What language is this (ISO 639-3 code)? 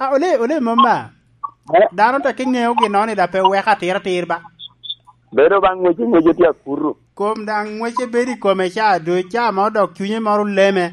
laj